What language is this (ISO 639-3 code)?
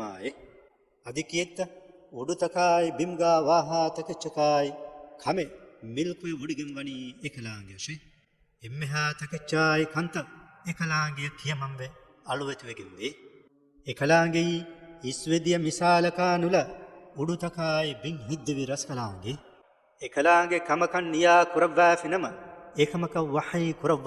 div